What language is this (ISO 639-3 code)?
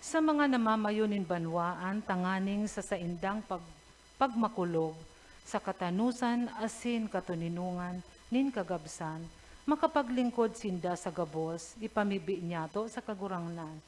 bik